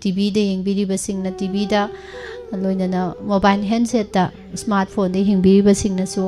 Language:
Manipuri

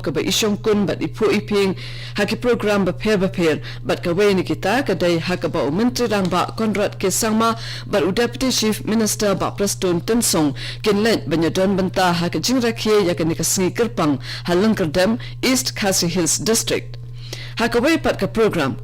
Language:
Khasi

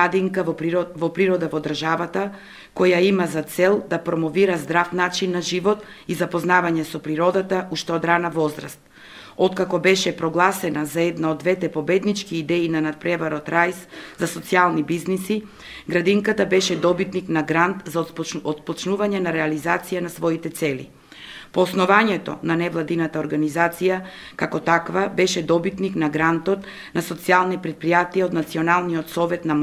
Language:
Macedonian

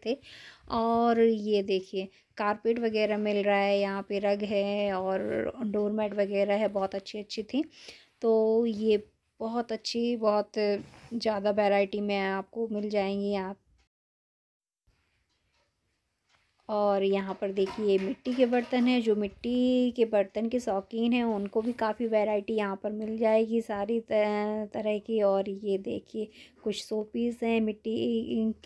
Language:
Hindi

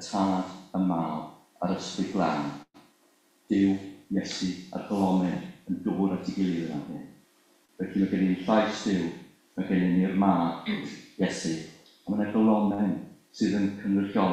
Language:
Welsh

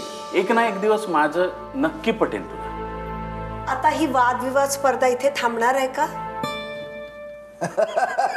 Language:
Marathi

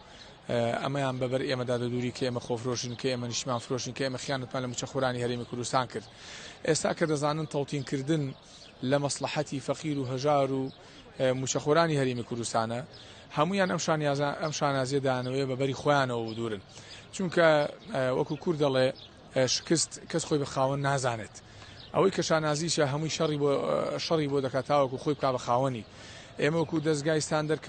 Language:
Central Kurdish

